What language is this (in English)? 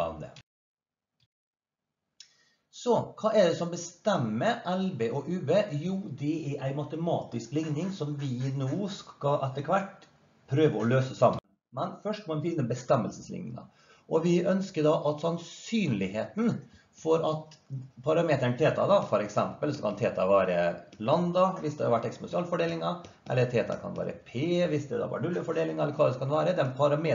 Norwegian